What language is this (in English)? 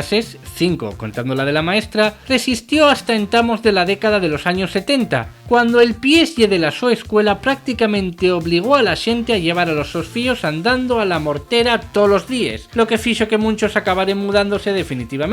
Asturian